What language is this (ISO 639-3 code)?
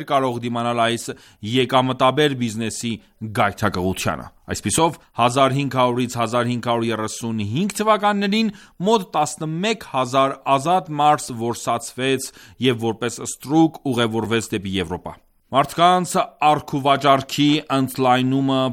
hye